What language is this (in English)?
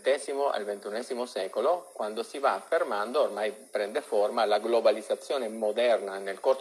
Italian